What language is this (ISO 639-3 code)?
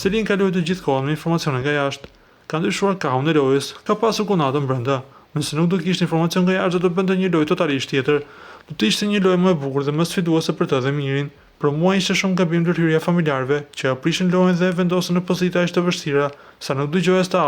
sqi